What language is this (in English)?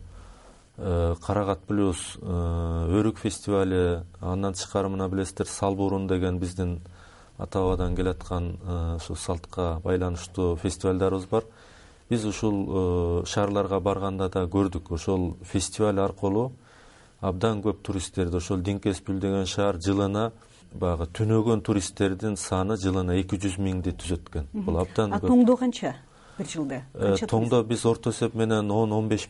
Kyrgyz